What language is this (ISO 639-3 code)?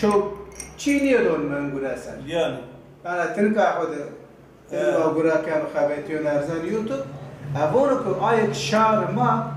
zza